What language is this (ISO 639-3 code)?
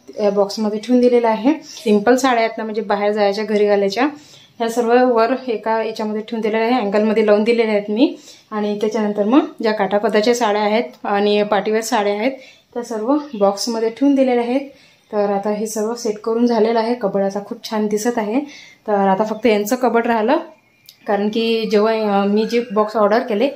mar